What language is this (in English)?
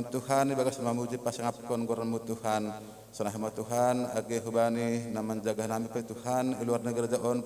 Batak Simalungun